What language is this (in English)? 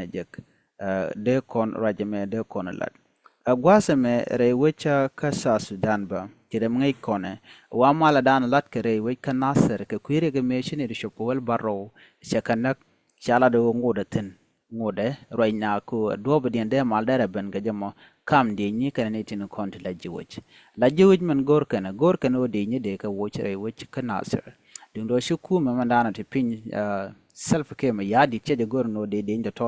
Nuer